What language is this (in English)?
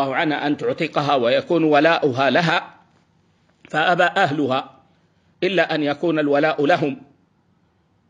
Arabic